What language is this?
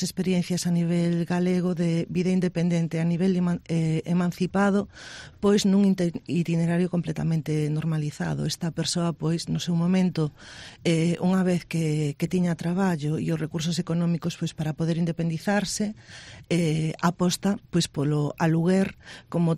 Galician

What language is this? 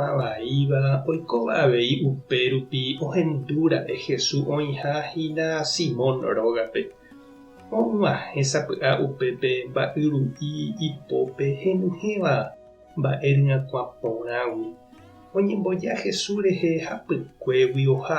Guarani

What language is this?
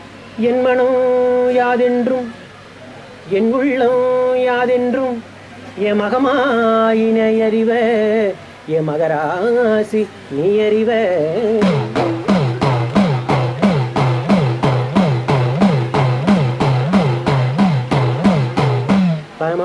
Tamil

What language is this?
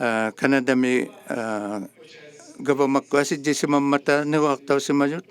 Inuktitut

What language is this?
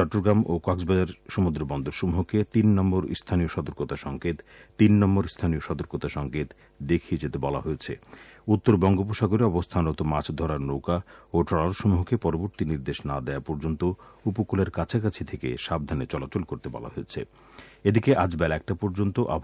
Bangla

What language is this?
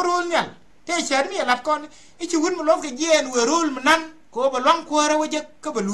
Nuer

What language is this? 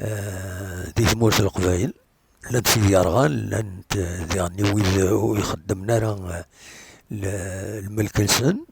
Kabyle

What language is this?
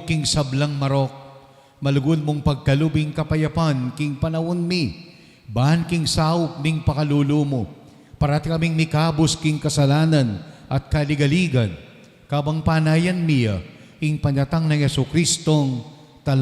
Pampanga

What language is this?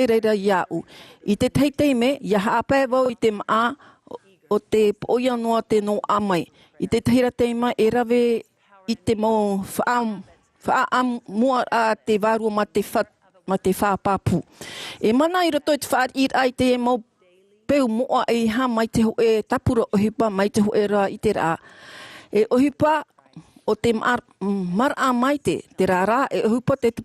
Tahitian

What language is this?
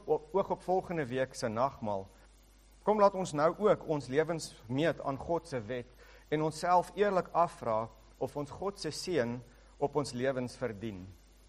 Afrikaans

